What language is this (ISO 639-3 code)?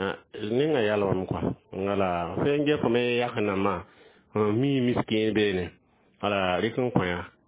mos